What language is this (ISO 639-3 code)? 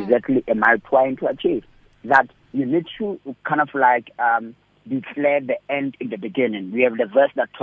eng